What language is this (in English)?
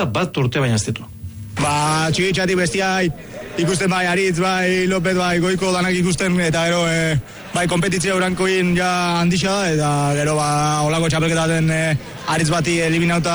Basque